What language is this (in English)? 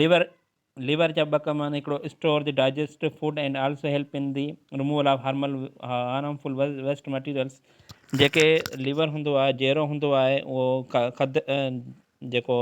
Sindhi